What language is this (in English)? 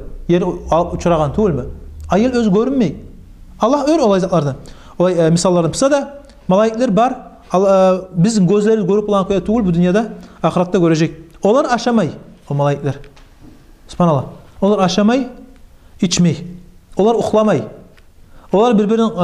Kumyk